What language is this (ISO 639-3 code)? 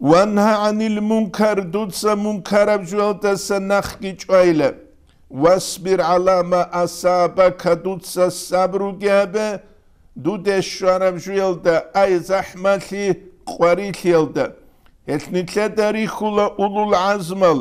ava